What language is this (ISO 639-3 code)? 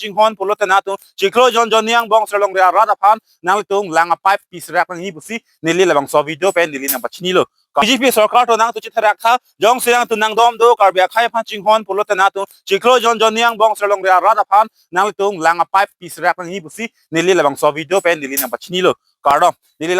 mjw